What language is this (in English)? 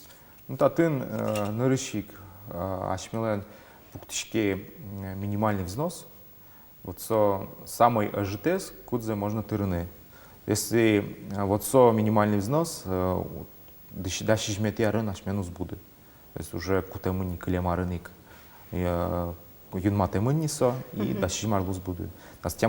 Udmurt